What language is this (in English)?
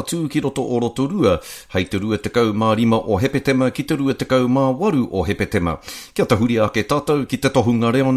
Māori